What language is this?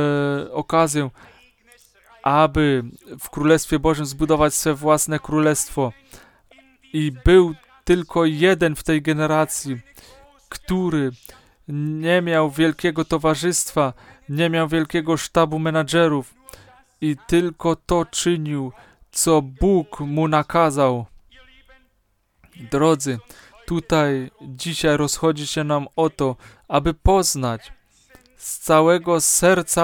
Polish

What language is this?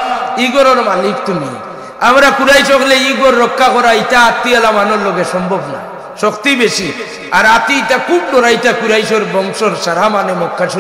Sylheti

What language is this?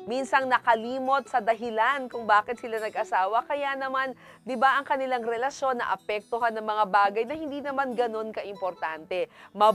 Filipino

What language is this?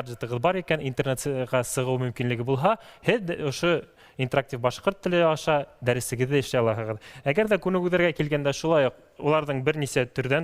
Bashkir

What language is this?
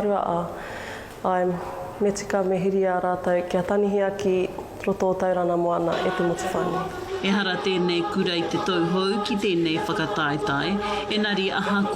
Māori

